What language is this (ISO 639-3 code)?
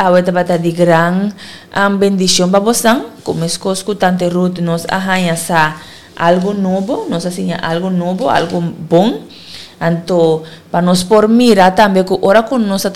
pap